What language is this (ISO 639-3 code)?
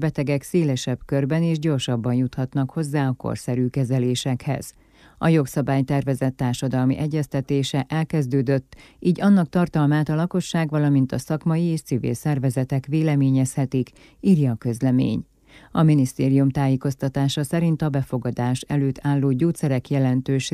hun